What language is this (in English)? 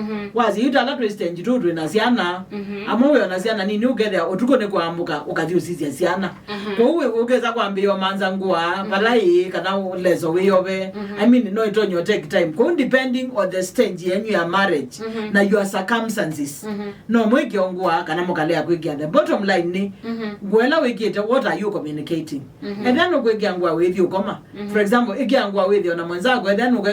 Kamba